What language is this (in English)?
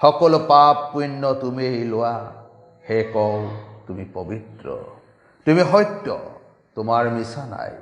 Assamese